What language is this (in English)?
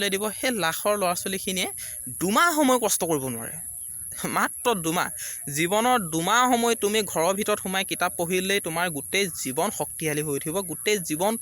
Assamese